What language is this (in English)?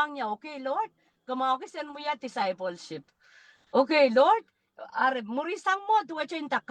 Pohnpeian